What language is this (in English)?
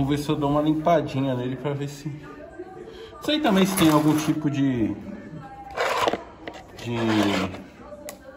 Portuguese